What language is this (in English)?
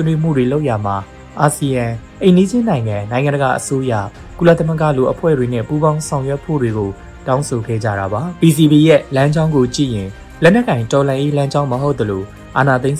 Burmese